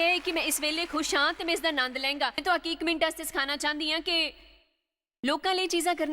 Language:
Dogri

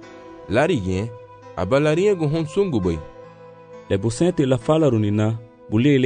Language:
Garifuna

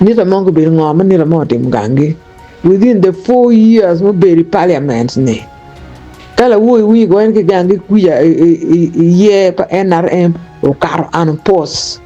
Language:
Acoli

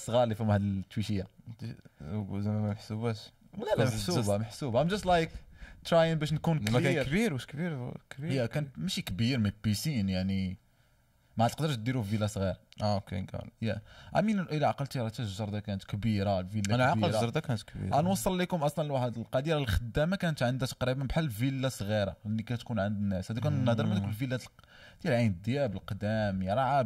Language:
Moroccan Arabic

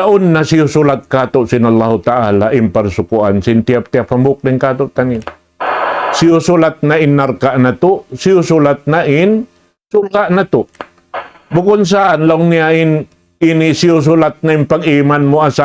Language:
Tausug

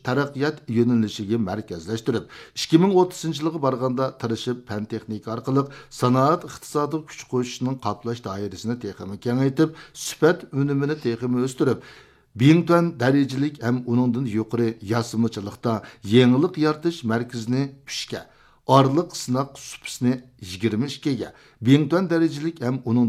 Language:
Uyghur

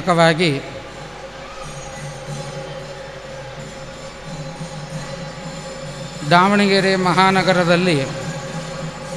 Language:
Kannada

